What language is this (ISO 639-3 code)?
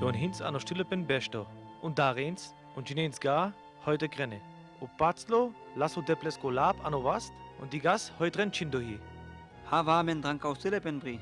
rmo